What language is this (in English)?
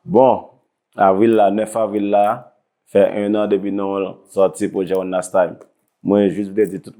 Haitian Creole